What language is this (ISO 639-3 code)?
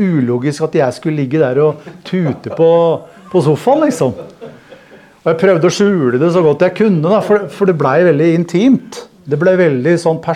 nor